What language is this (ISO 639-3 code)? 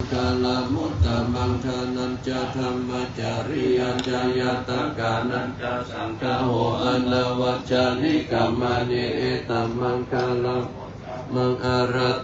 pli